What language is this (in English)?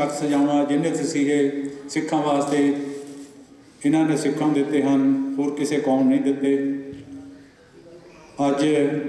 Punjabi